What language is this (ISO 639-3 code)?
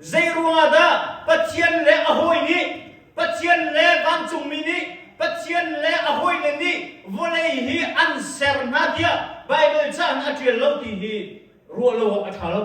cnh